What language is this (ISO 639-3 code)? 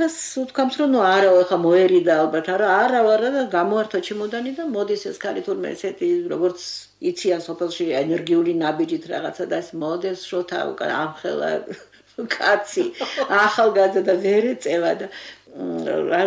kat